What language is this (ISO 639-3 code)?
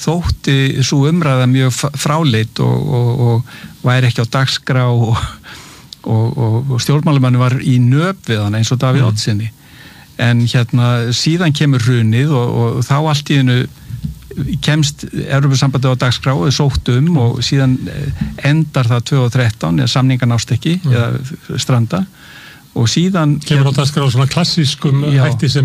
isl